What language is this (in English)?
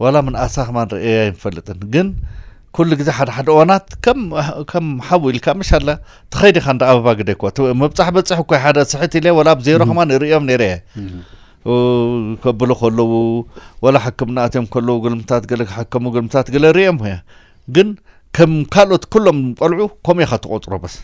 Tigrinya